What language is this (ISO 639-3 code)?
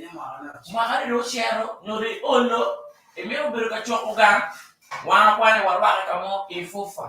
ach